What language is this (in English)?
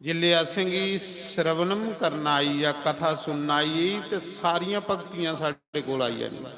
Dogri